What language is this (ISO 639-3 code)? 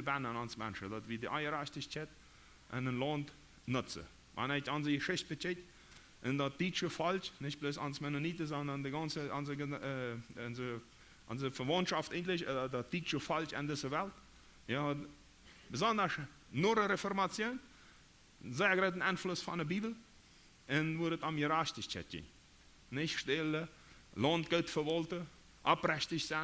pdt